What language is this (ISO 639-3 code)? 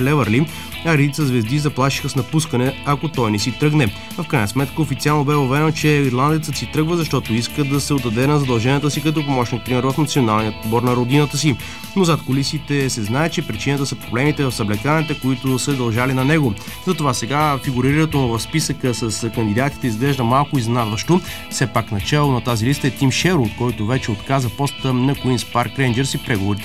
bul